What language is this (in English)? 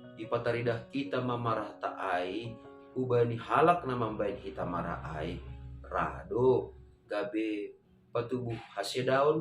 Batak Simalungun